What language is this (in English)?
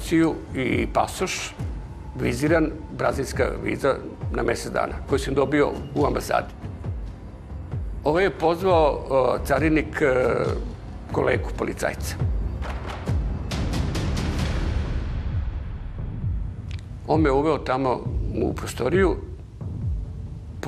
Serbian